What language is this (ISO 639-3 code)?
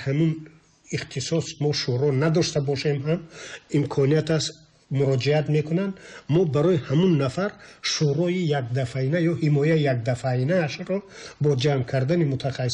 tgk